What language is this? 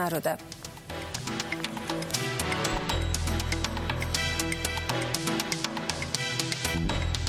Bosnian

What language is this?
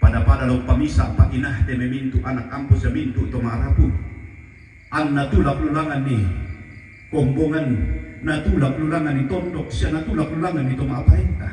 Toraja-Sa'dan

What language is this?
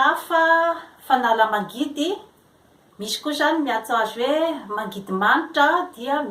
Malagasy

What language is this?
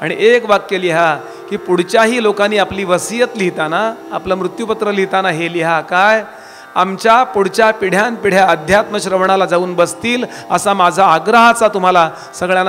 Marathi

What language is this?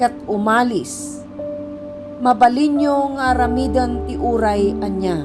Iloko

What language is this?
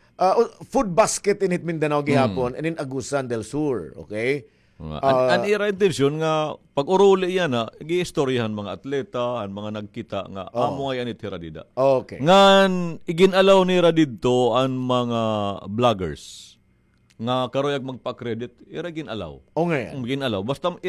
Waray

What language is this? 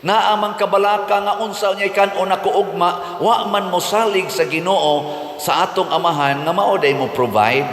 Cebuano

